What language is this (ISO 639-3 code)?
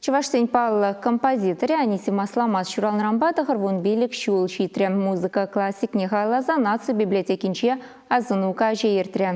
chv